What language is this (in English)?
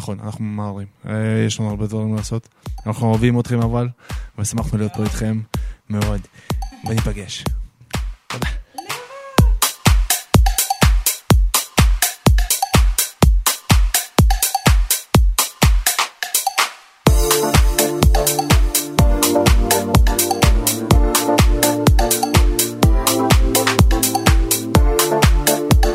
Hebrew